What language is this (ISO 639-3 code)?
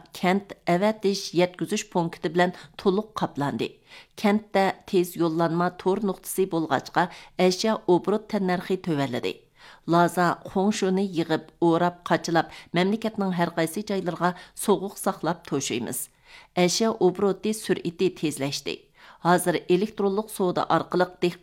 uig